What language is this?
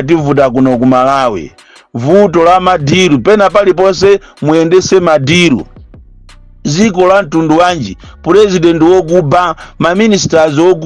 Nyanja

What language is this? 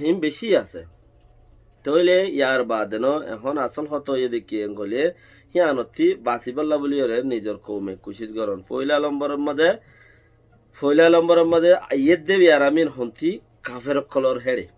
Rohingya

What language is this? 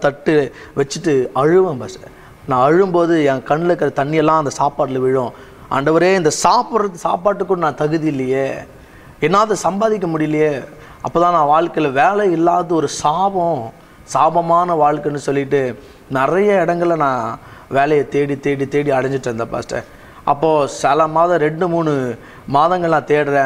Tamil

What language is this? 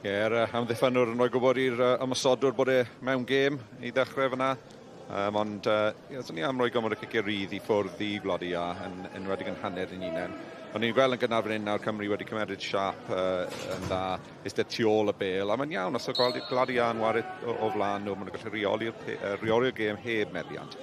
Welsh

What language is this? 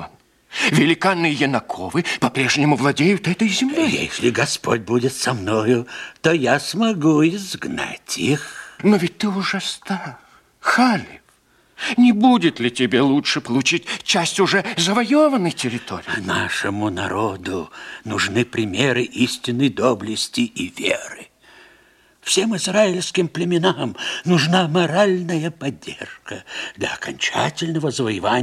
Russian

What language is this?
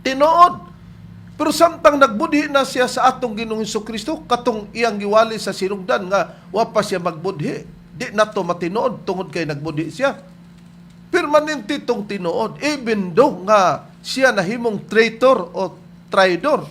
Cebuano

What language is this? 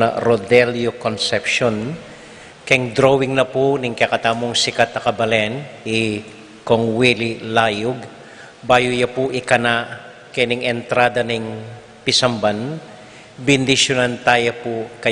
Pampanga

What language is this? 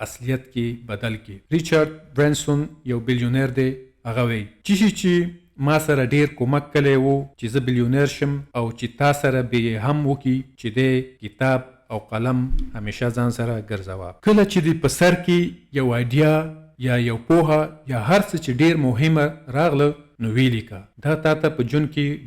Pashto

